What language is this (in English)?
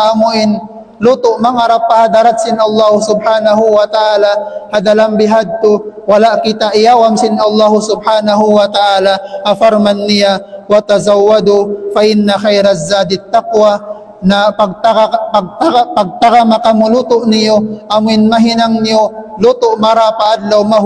Tausug